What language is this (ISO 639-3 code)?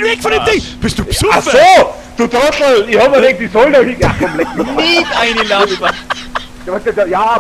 bar